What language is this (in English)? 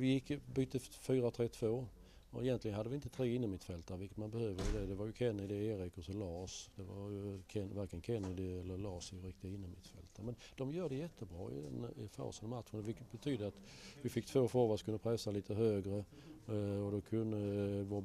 Swedish